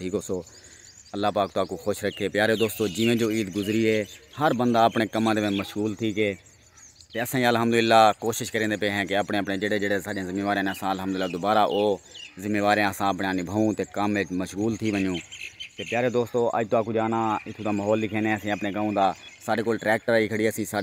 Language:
Saraiki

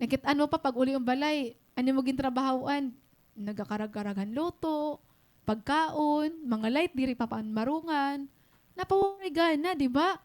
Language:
Waray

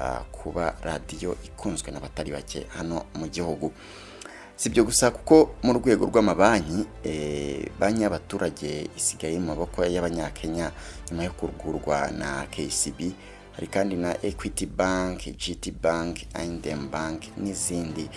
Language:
Kinyarwanda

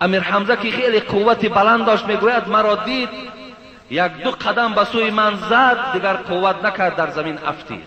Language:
Persian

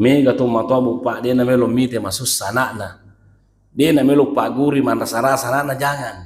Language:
Buginese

